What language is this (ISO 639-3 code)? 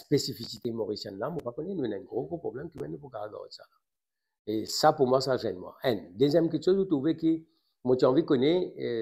mfe